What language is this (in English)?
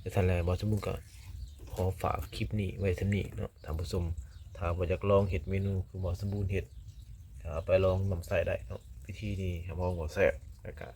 Lao